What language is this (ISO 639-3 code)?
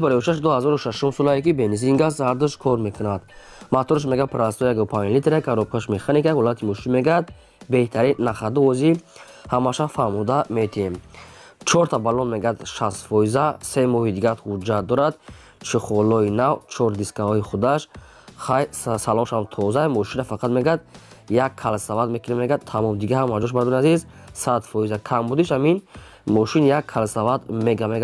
tgk